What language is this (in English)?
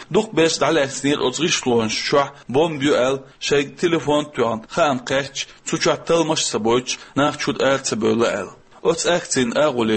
Chechen